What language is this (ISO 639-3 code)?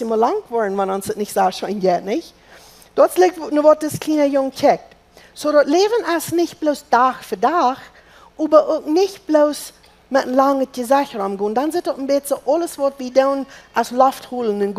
pdt